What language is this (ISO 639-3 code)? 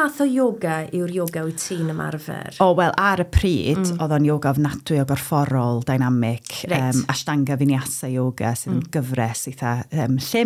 cym